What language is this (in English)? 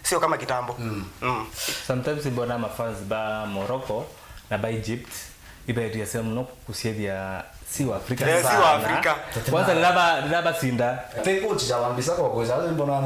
Meru